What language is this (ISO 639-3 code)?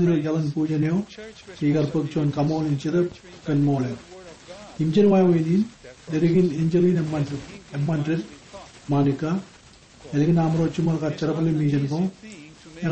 mah